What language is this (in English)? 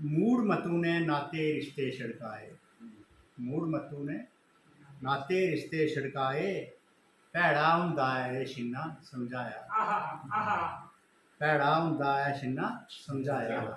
Dogri